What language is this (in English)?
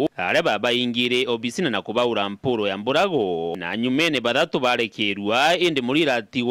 Meru